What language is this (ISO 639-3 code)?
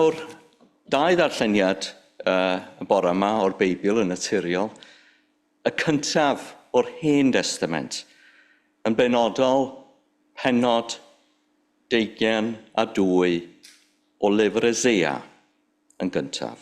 cym